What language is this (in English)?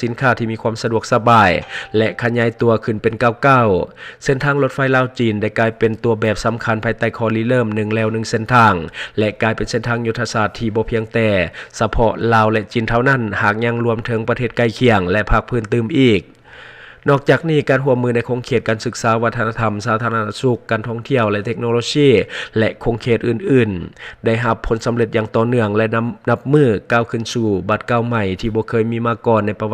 Lao